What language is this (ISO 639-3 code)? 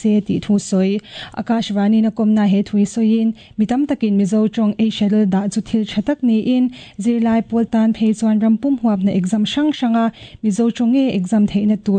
lus